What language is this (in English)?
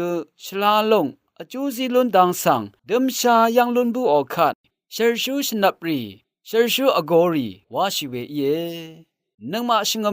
Rawang